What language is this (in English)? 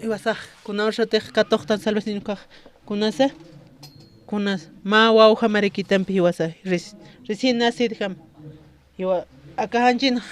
Aymara